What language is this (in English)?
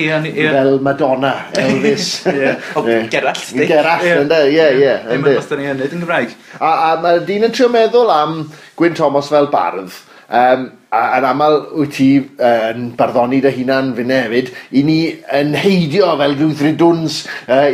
Welsh